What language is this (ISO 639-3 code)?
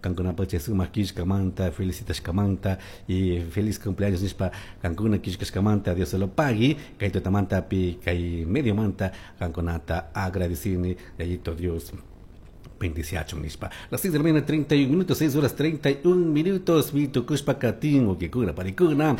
qug